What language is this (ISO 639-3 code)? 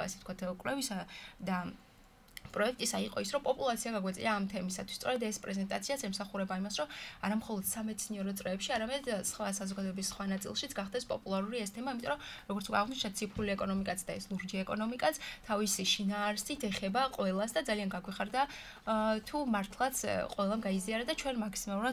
kat